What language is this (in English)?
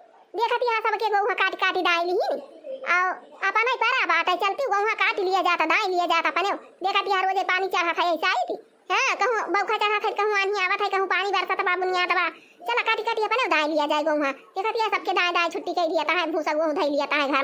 Awadhi